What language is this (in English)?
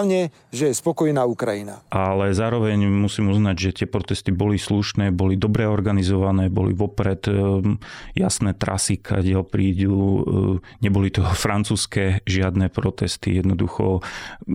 Slovak